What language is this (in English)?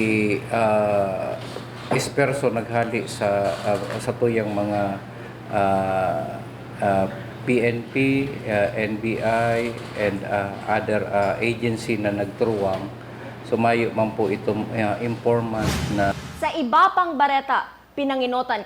Bikol